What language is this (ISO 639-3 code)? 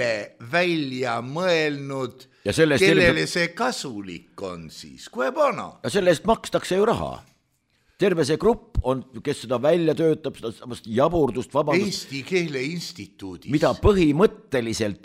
est